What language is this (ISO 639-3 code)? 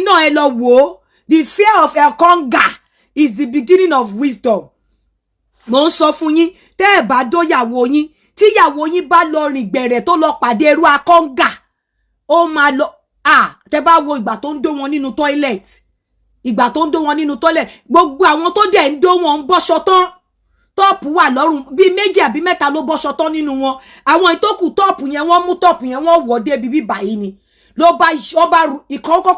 yor